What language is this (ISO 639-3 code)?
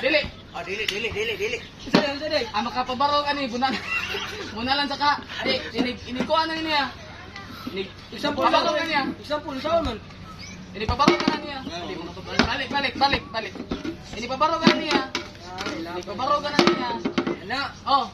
ceb